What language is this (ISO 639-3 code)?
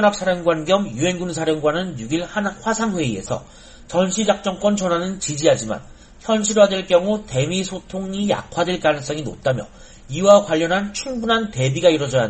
kor